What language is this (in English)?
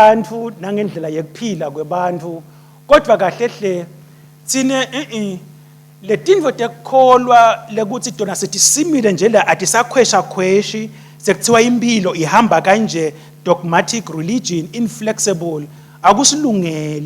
Swati